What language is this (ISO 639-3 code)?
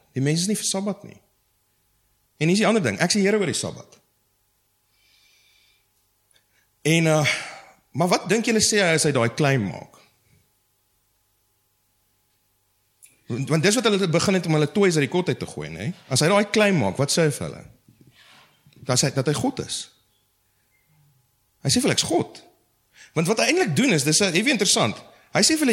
afr